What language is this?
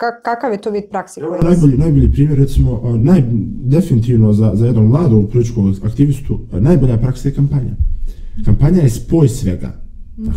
Bosnian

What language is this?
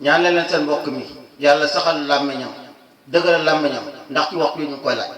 Wolof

